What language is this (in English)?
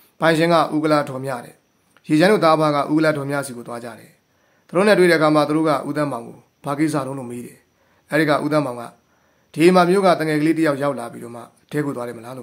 Burmese